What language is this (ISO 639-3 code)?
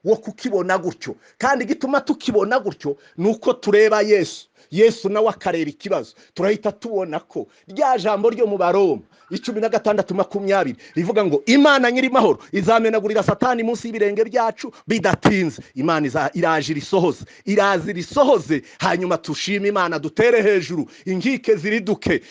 kin